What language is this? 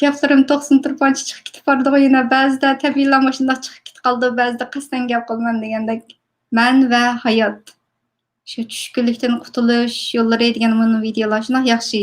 Uyghur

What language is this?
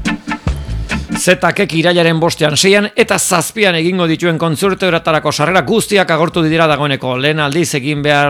Basque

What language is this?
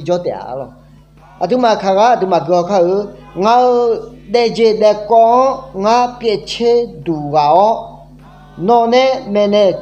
Akha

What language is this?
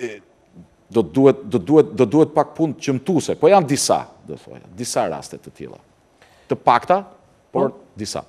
Albanian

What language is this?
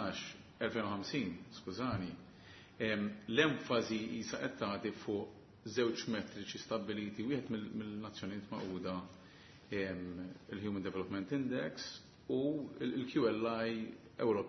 Maltese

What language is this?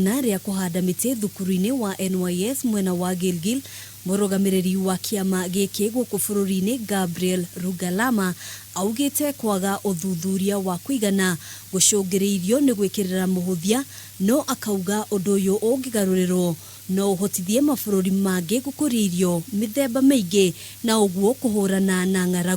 Kikuyu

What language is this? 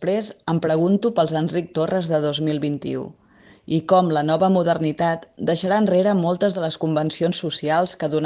Catalan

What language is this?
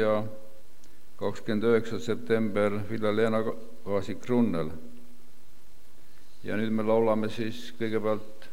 Estonian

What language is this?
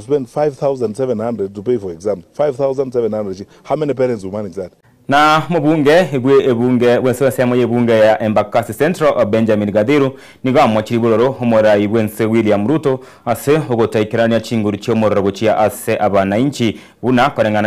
Gusii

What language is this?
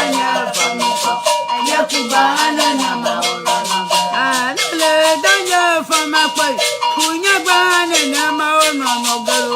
Ewe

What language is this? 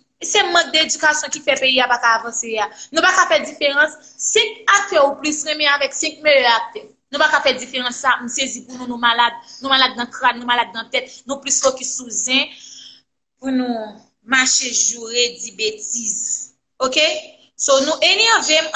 Haitian Creole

